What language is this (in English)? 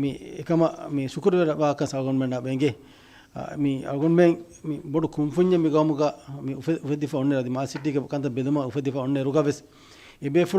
Divehi